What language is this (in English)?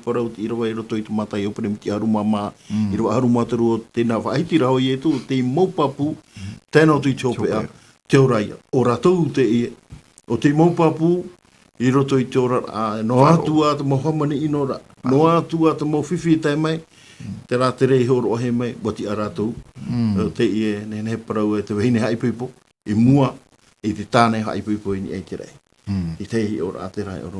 Tahitian